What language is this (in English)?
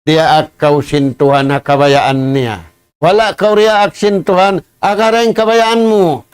Tausug